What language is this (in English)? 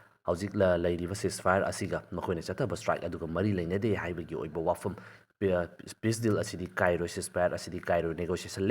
Manipuri